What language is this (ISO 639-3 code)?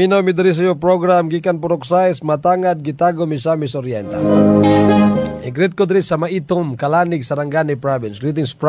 ceb